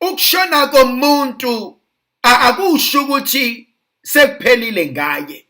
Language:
Zulu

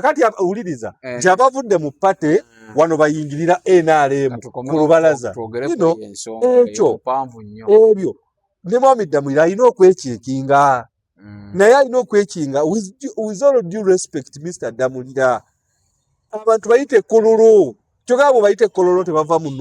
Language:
Ganda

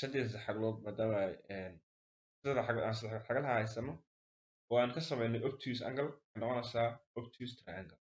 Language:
Somali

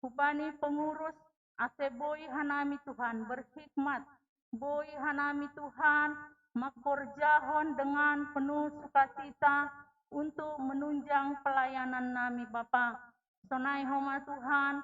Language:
Batak Simalungun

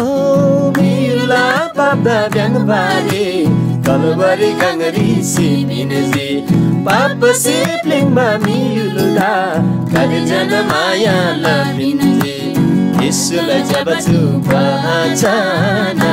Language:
Eastern Tamang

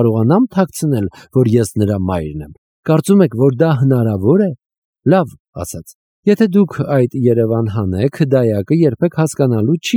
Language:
Armenian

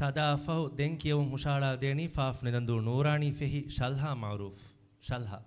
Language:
Divehi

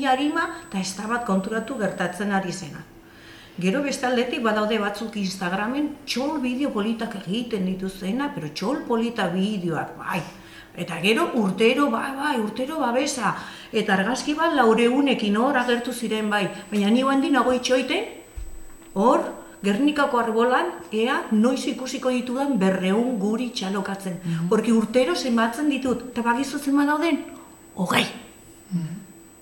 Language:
Basque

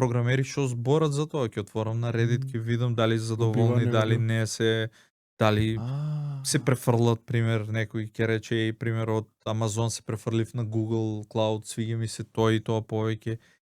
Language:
Macedonian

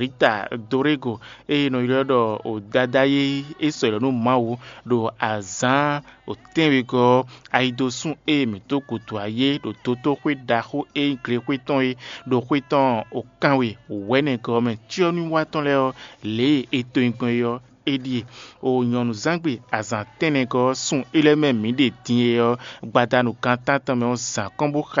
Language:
Fon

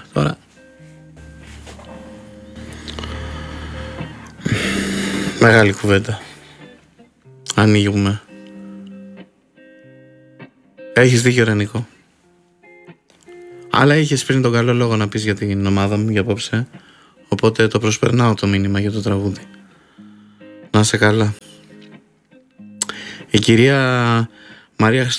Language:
Greek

